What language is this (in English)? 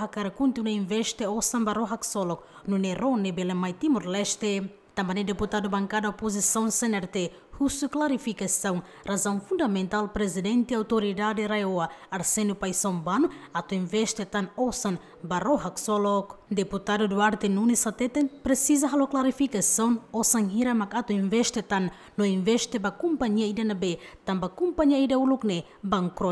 Tetum